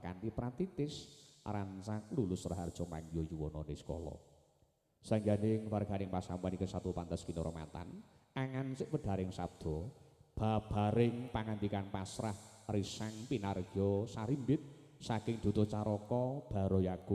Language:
Javanese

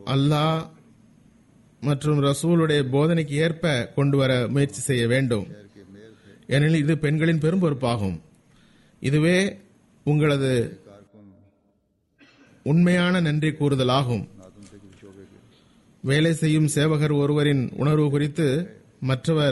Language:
Tamil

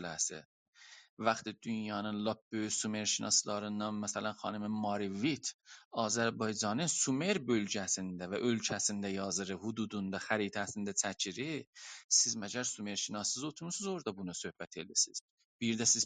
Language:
South Azerbaijani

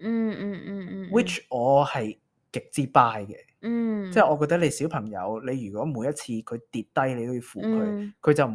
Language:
Cantonese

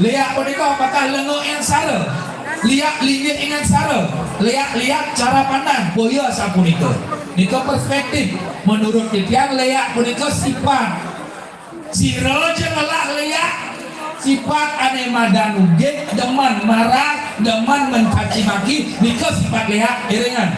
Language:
Balinese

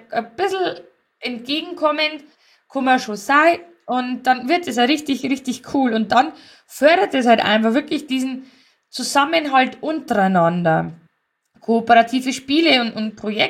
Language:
German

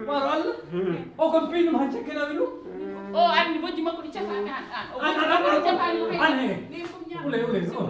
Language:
Fula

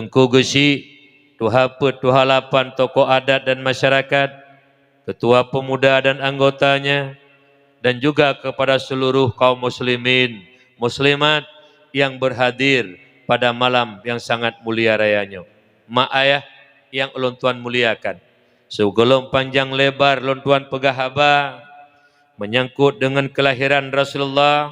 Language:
Achinese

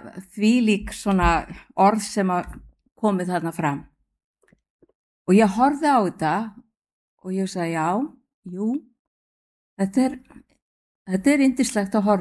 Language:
Icelandic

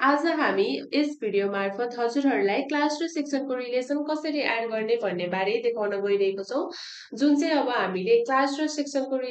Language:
Nepali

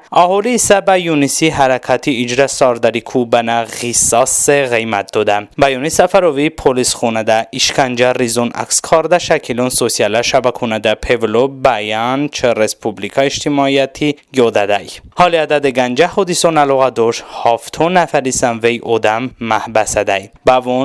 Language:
Talysh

